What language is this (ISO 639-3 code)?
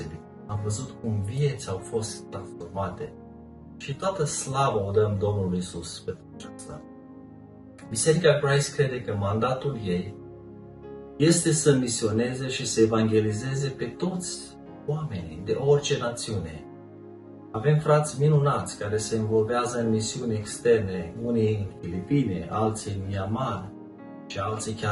ron